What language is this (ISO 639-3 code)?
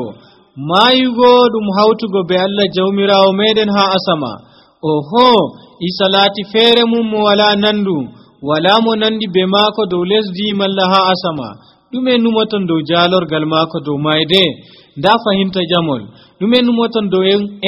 fuv